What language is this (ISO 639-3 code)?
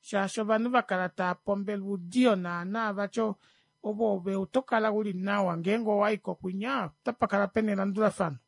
kua